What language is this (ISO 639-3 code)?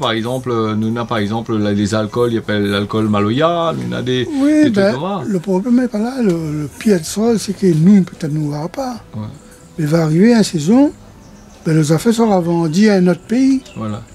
rcf